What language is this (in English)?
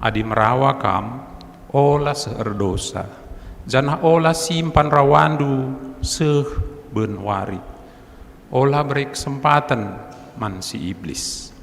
Batak Karo